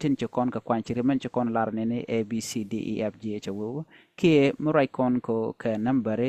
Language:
Nuer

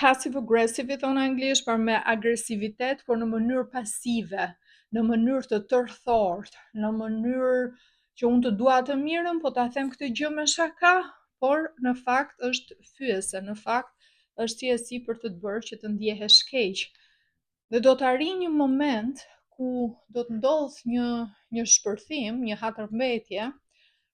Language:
Albanian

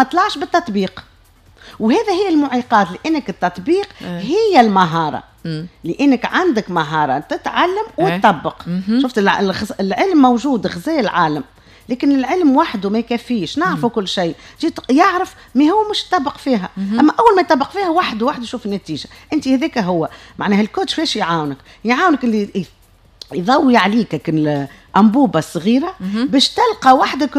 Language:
Tunisian Arabic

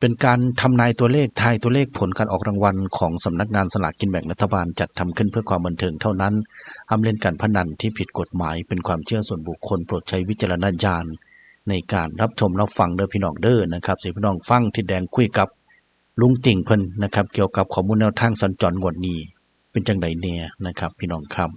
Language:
Northeastern Thai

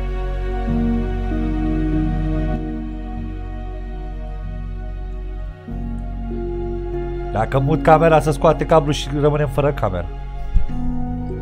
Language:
Romanian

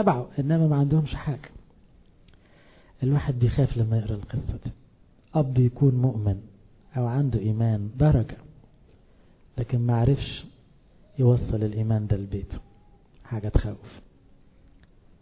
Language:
Egyptian Arabic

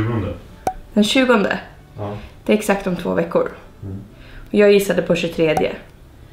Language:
Swedish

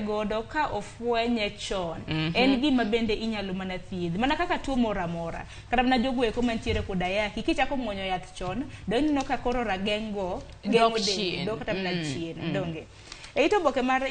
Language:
Luo (Kenya and Tanzania)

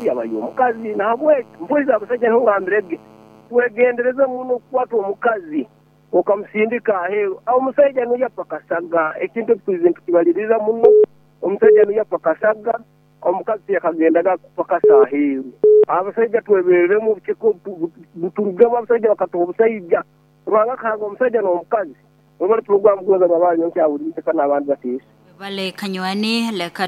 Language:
Nyoro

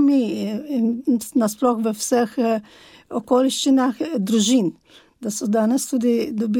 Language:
Slovenian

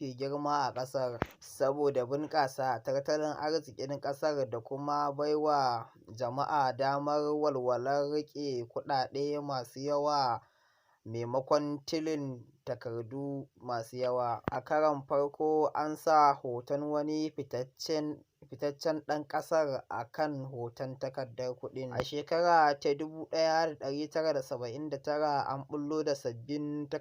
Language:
Hausa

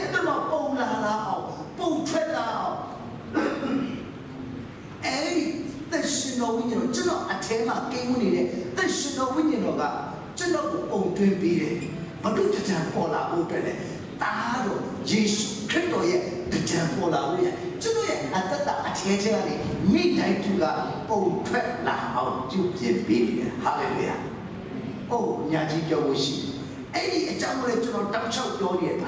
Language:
Burmese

